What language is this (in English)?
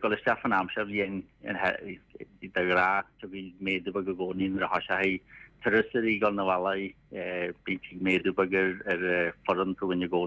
Irish